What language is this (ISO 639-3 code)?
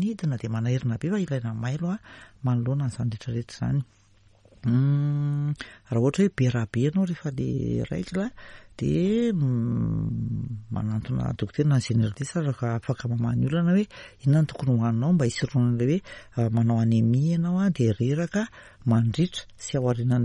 mlg